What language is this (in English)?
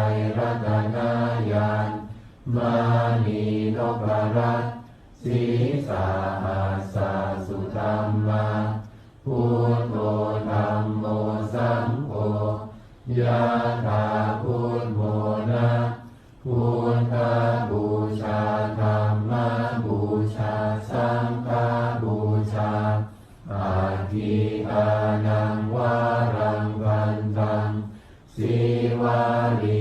Pali